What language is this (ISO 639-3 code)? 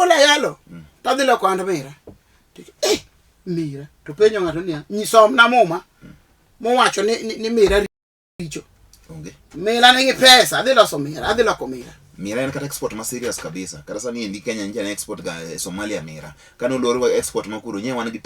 luo